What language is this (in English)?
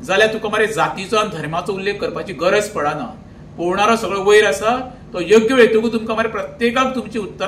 Konkani